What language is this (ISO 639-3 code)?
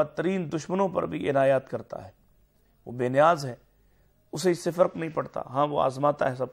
urd